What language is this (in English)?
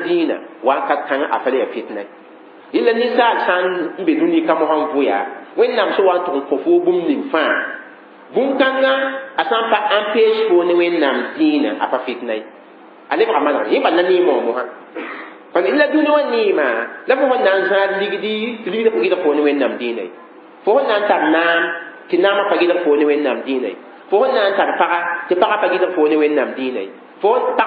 Mossi